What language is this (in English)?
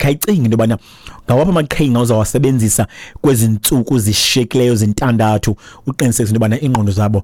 Xhosa